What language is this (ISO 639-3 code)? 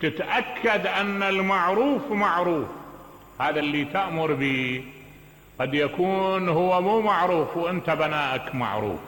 acm